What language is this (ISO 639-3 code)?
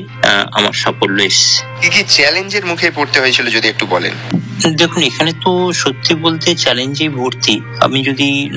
ben